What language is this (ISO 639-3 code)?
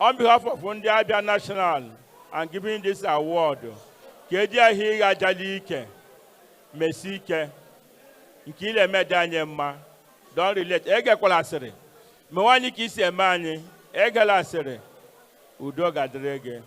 ibo